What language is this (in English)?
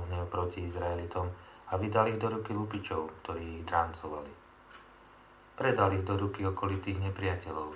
Slovak